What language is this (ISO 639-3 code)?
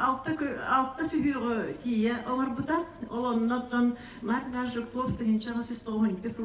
sah